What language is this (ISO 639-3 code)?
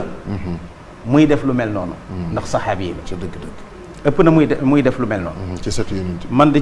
wol